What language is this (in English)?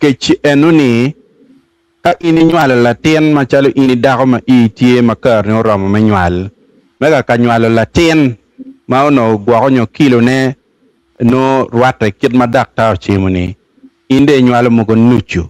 Acoli